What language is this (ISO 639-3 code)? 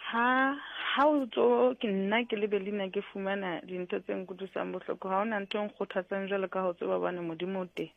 sot